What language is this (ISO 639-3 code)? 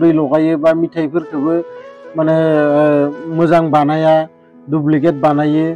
brx